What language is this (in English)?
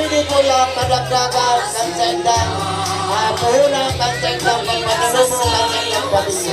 Bikol